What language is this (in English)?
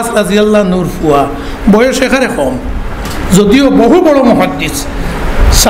Sylheti